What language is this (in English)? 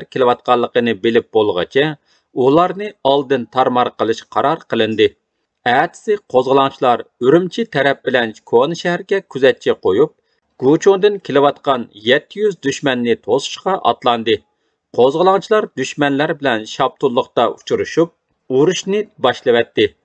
Uyghur